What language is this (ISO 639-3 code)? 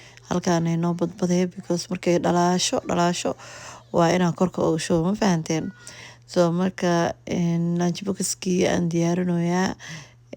som